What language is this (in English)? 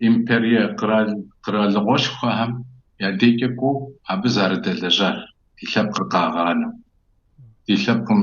Kabardian